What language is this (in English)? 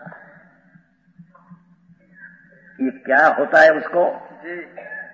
Hindi